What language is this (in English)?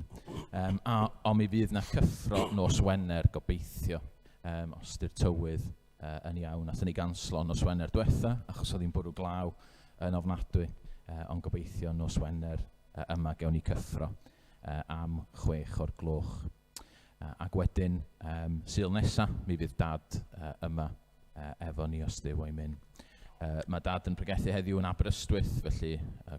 Welsh